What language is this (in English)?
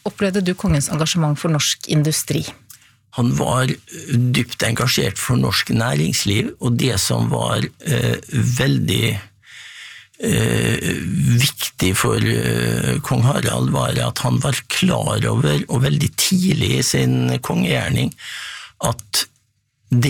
Norwegian